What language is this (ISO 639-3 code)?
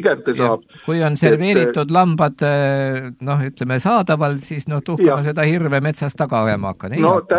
est